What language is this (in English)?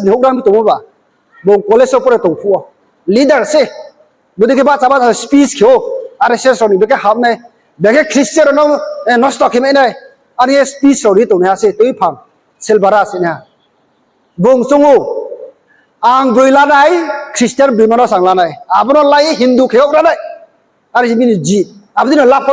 Riang (India)